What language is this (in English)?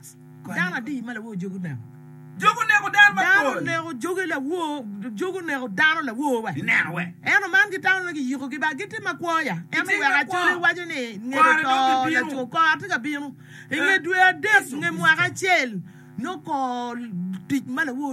Acoli